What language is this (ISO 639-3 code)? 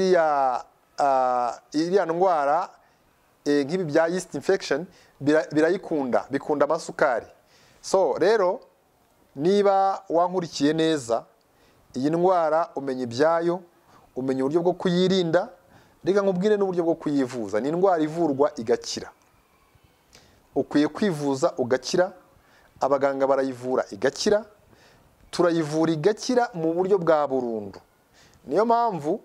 kin